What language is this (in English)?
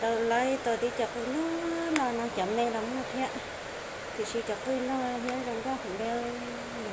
Hmong